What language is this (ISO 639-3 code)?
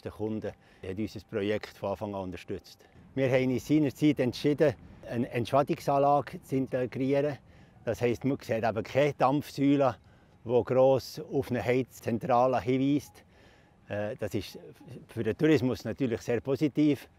gsw